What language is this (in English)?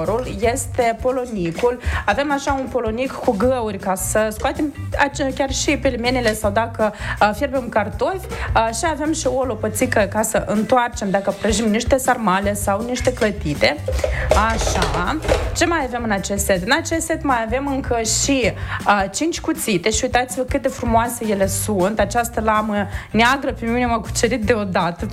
Romanian